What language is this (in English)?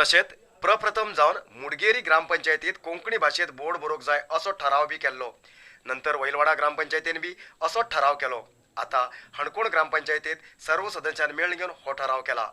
Konkani